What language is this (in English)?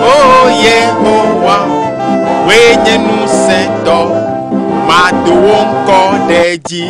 Ewe